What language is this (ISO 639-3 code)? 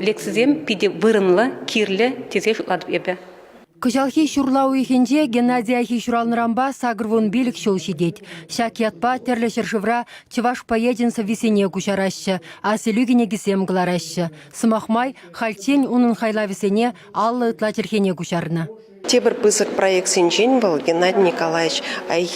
chv